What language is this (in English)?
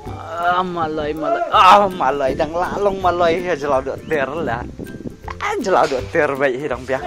Khasi